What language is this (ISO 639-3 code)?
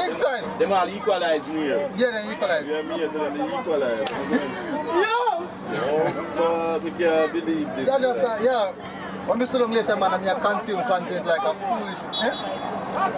jam